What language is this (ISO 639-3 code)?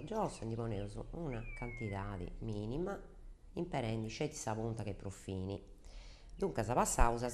srd